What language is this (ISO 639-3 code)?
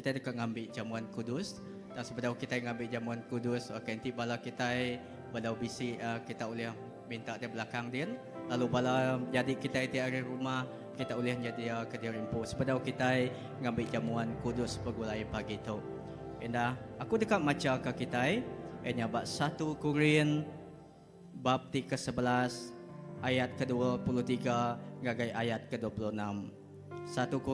iba